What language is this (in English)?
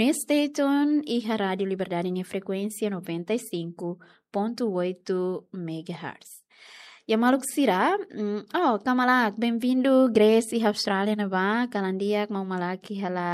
Tetum